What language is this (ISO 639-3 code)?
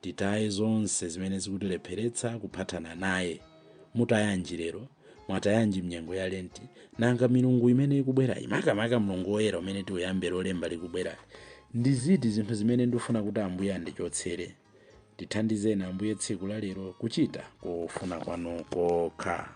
nya